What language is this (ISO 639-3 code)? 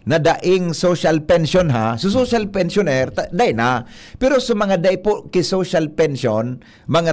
bik